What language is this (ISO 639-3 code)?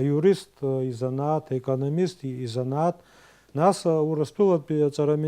abk